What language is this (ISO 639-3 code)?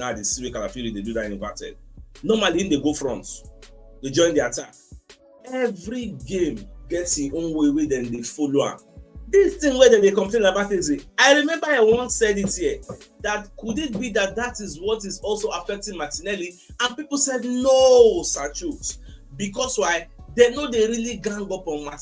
pcm